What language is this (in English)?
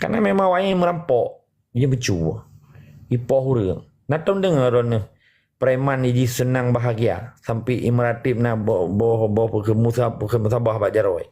Achinese